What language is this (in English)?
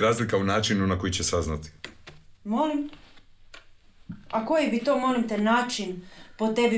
Croatian